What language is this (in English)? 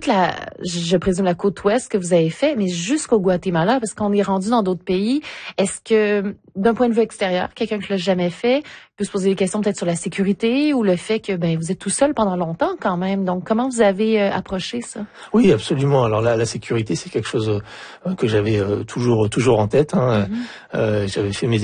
French